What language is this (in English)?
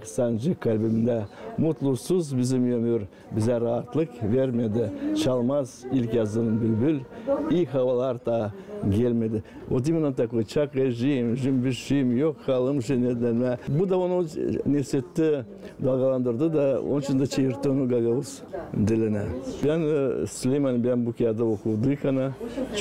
Gagauz